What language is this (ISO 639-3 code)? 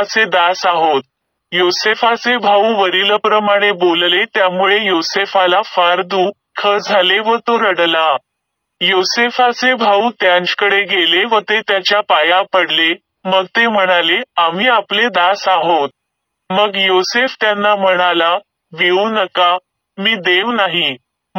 mar